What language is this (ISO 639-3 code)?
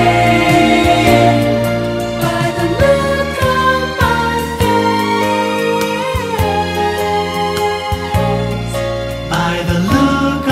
eng